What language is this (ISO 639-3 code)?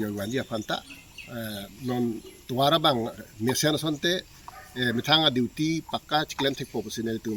mjw